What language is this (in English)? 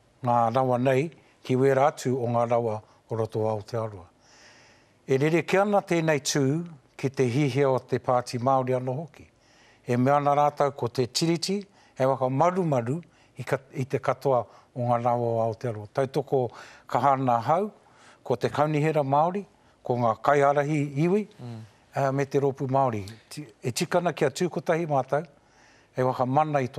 Māori